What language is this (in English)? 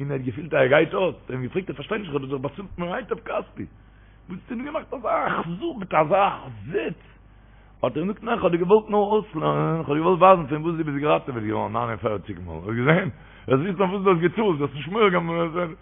Yiddish